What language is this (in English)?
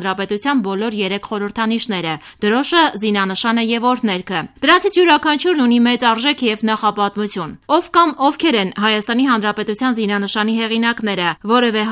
Armenian